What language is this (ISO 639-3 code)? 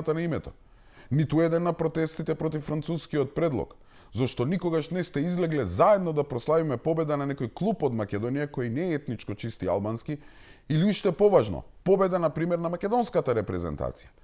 mkd